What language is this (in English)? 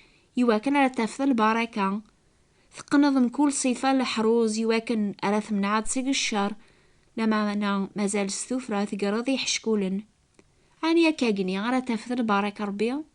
Kabyle